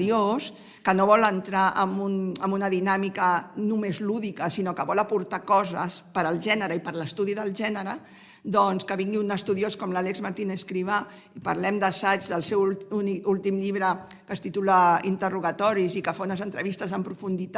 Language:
Catalan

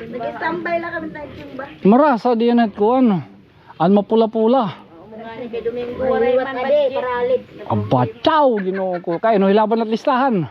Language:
Waray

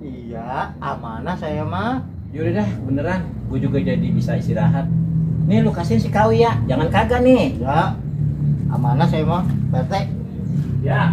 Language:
Betawi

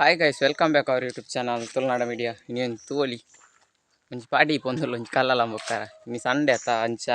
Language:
Tulu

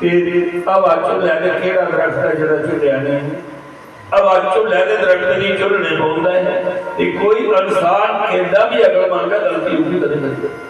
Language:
Dogri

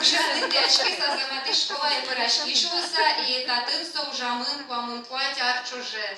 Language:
Udmurt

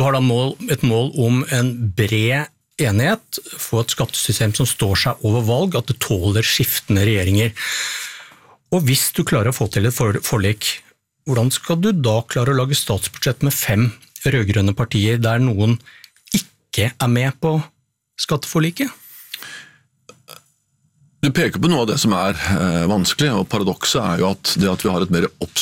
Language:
Norwegian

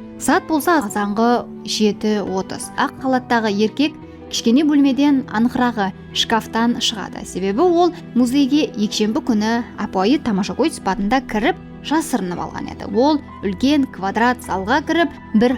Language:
Kara-Kalpak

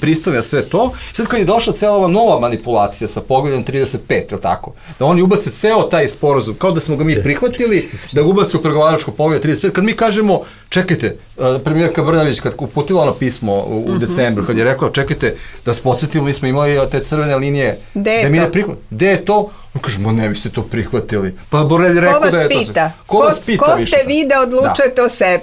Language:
Serbian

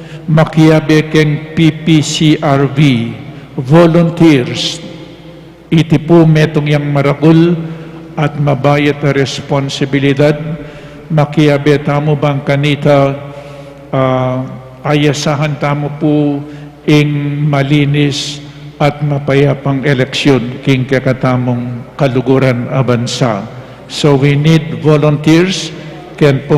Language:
Pampanga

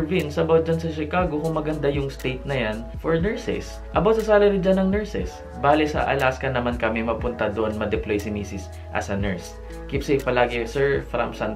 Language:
Filipino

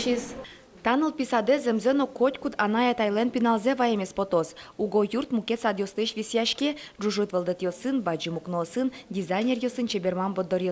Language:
Udmurt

